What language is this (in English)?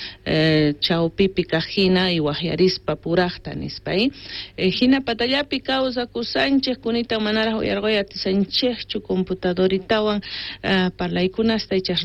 South Bolivian Quechua